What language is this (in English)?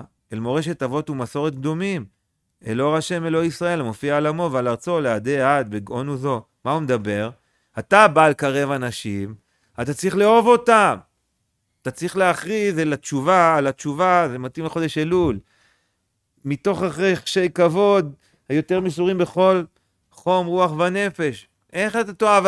Hebrew